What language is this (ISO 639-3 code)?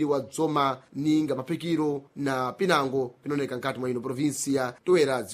seh